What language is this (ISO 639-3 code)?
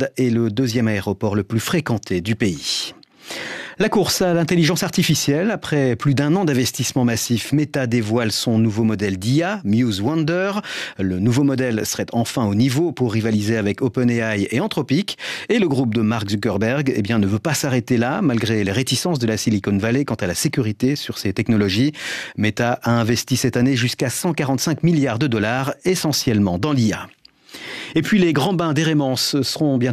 fra